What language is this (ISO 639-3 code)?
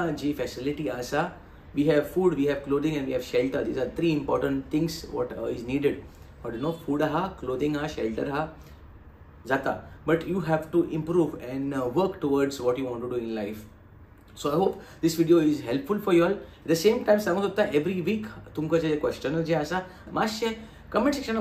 kok